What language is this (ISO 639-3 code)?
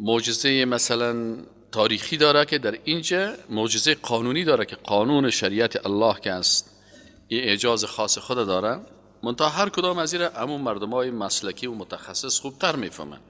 fas